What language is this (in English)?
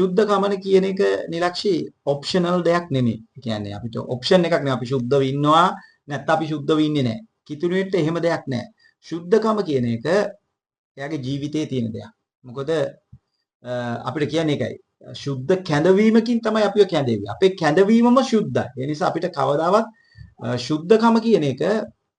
Sinhala